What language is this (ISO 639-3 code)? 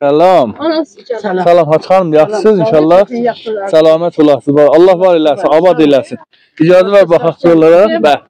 azb